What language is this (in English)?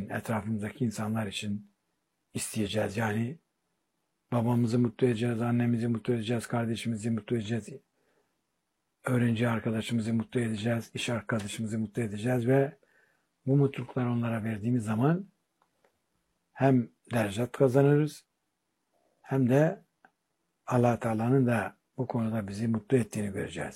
Turkish